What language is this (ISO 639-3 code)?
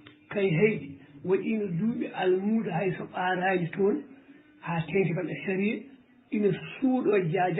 ful